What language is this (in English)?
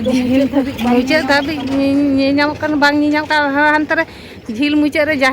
Santali